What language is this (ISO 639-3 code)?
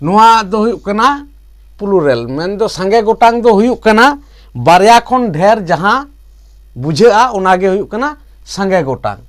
sat